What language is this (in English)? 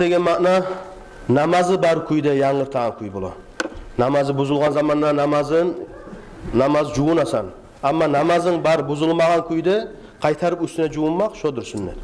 Kumyk